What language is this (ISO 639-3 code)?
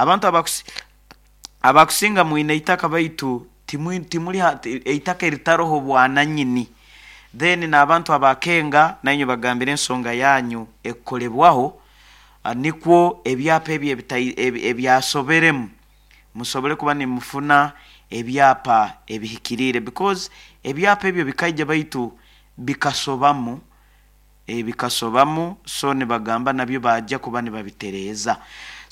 nyo